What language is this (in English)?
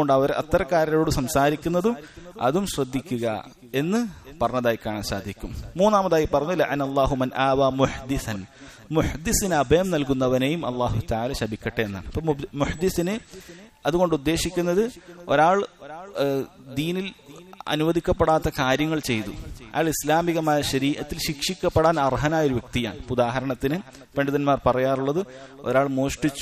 Malayalam